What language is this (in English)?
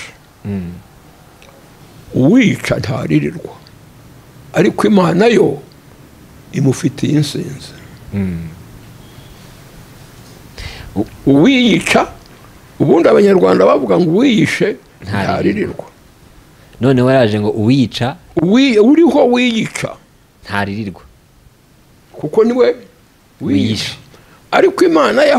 Kinyarwanda